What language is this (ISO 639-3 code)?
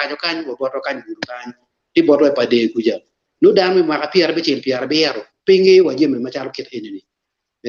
ach